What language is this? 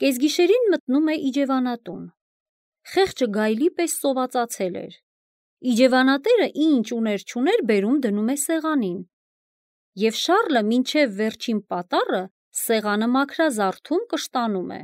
Armenian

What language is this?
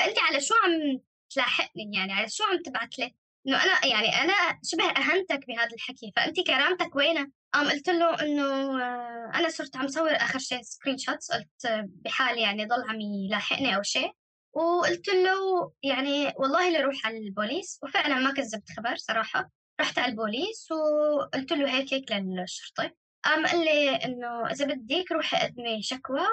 North Levantine Arabic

